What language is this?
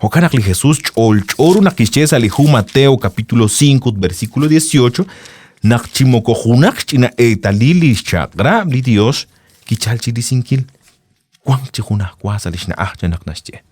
Kekchí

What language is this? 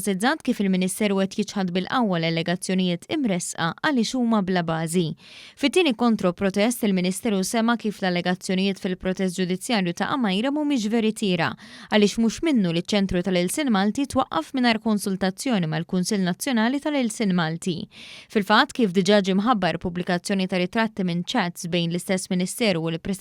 Maltese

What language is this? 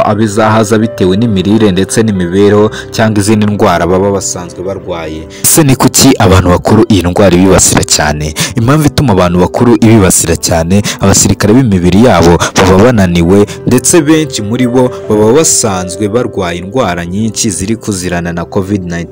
Kinyarwanda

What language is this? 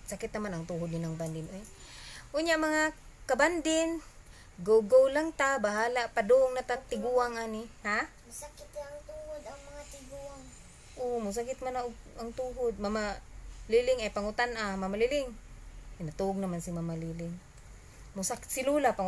Cebuano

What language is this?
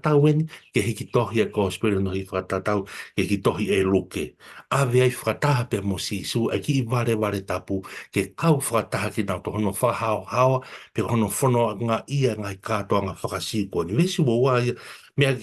Tongan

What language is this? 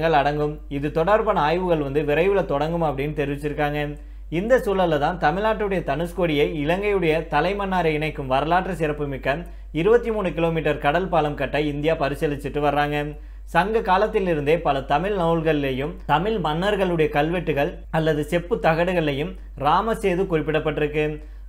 Tamil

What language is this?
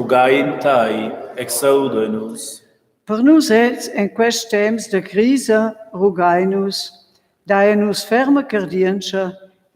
Romansh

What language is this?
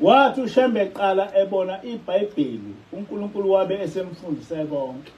Zulu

